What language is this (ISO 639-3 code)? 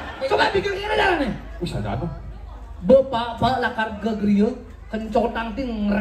ban